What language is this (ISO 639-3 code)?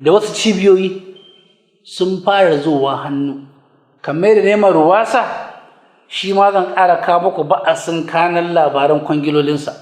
hau